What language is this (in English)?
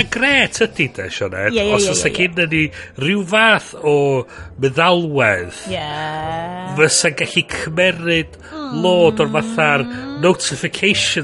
Welsh